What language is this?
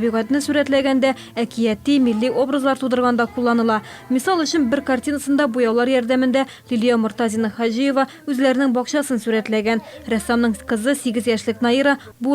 Tatar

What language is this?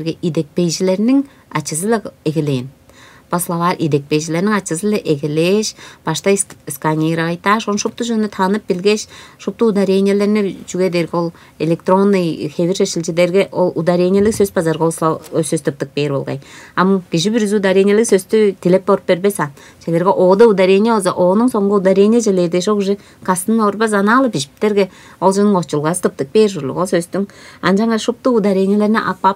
Tuvinian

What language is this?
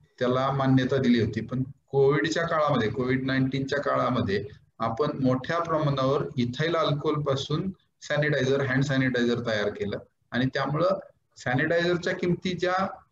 Marathi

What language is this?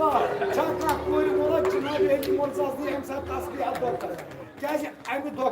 Kashmiri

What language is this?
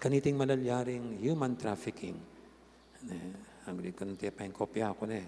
Pampanga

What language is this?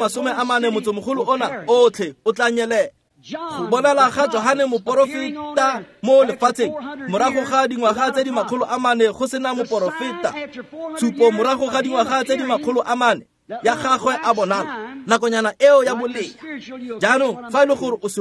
Tswana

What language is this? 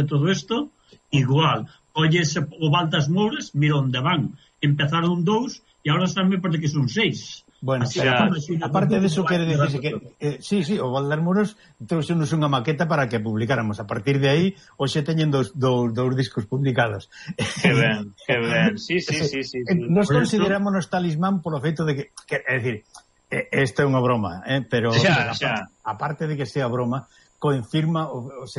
Galician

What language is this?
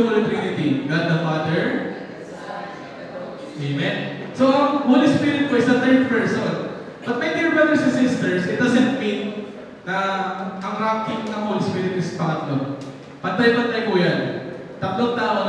Filipino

